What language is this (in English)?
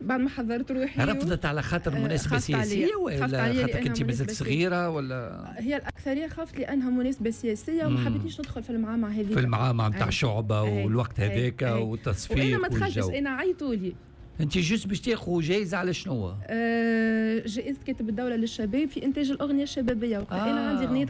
Tunisian Arabic